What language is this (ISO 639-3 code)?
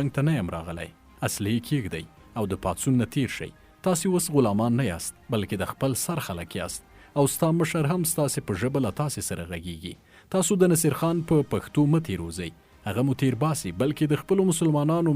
pus